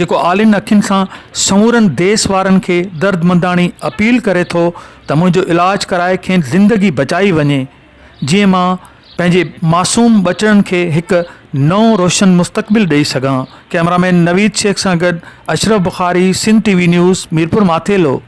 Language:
Sindhi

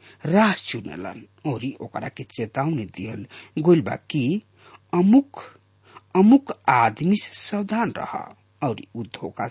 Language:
Bhojpuri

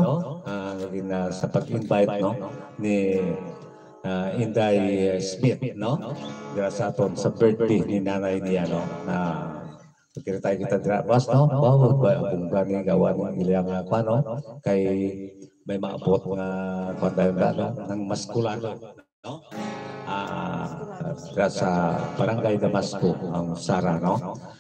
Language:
Hiligaynon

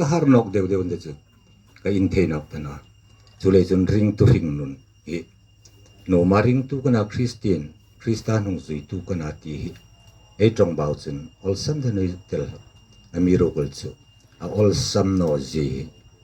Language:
Hmar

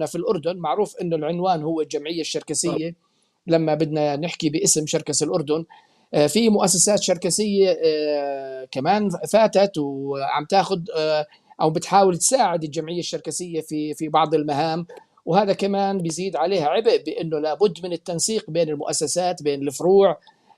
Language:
North Levantine Arabic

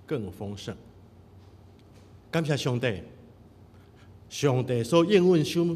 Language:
Min Nan Chinese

